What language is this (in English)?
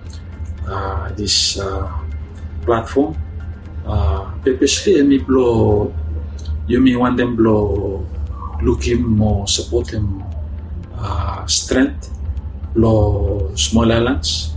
Bislama